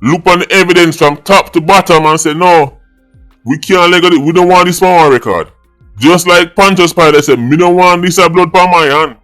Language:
Jamaican Creole English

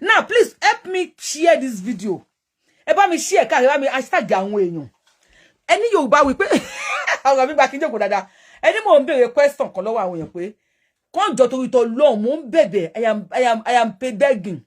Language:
Yoruba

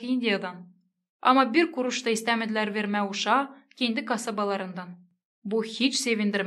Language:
Gagauz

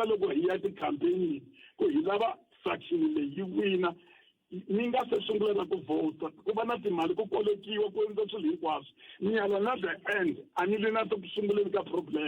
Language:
Tsonga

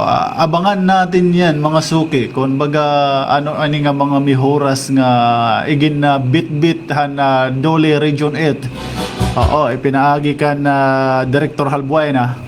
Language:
Waray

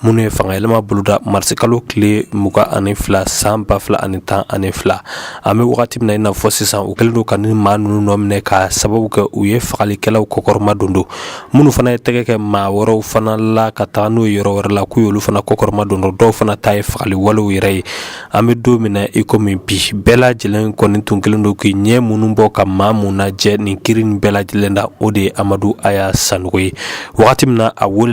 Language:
Bambara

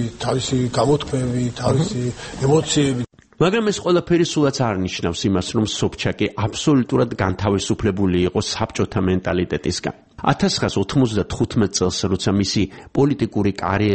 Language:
Georgian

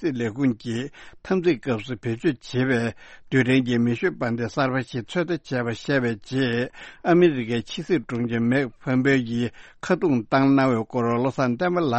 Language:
Tibetan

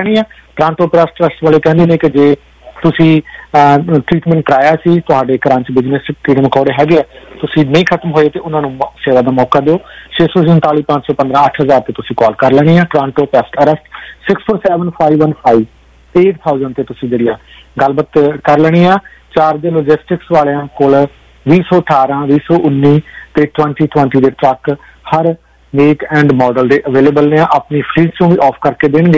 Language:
Punjabi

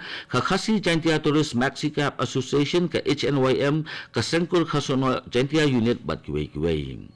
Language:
Khasi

